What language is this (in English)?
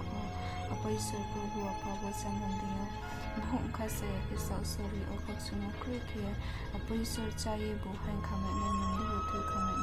Riang (India)